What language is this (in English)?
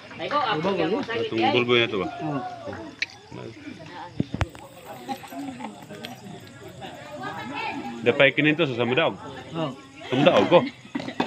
Filipino